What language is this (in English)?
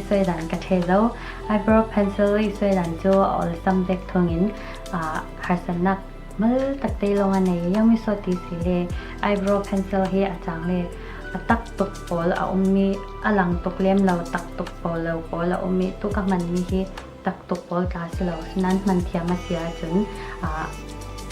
Falam Chin